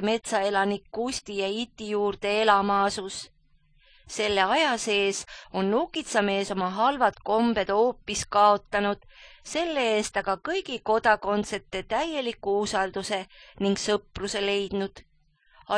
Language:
Estonian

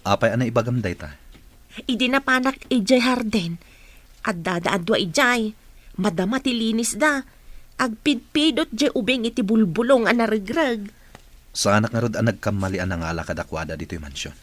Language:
Iloko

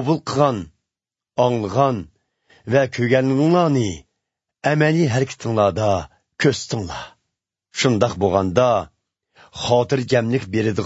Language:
Uyghur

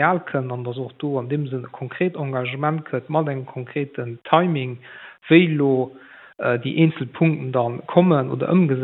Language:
Luxembourgish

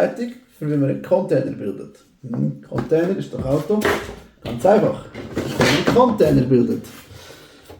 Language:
Swiss German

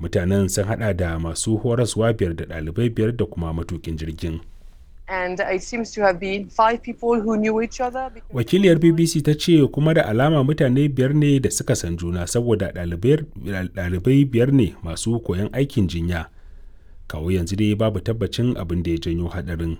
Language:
Hausa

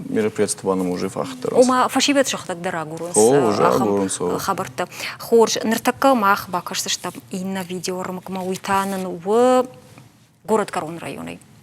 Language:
Ossetic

